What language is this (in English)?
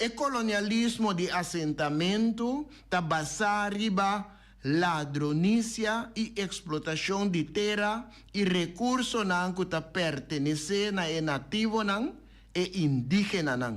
Papiamento